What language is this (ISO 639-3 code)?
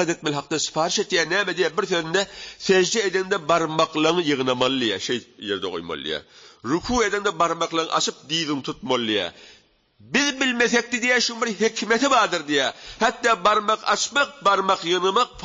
tuk